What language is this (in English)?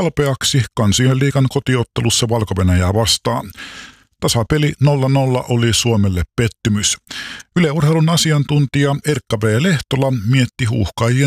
Finnish